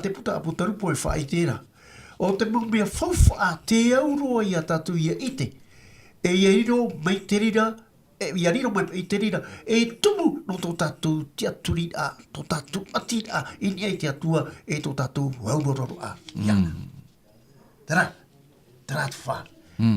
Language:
Tahitian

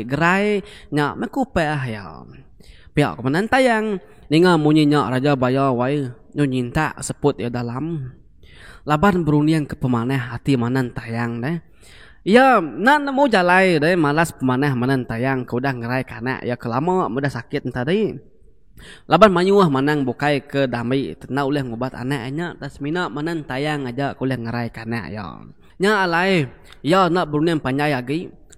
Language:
Iban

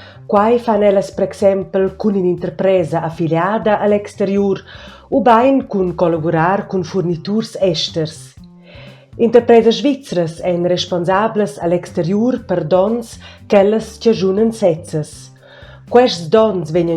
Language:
Romansh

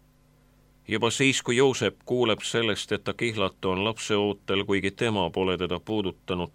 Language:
Estonian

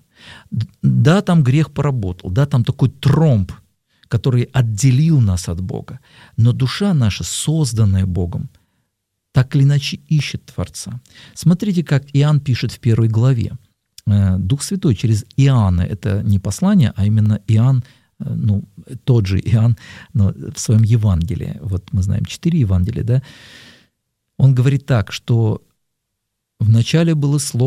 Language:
Russian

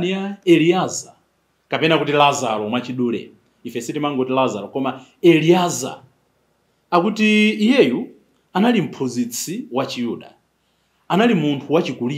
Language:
Nyanja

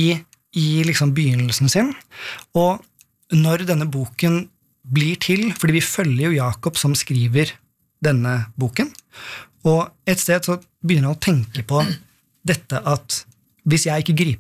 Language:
Norwegian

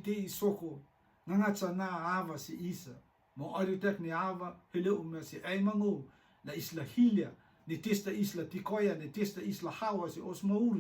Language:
Rotuman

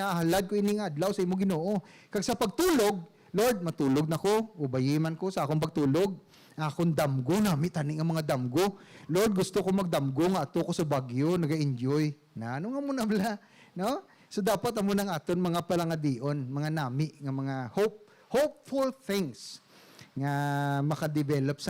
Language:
Hiligaynon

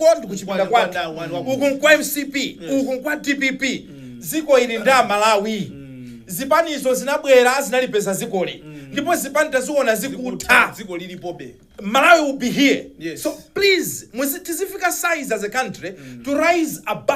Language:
Nyanja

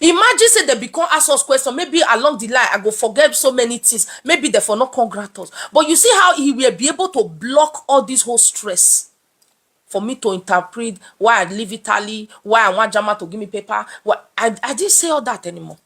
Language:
Nigerian Pidgin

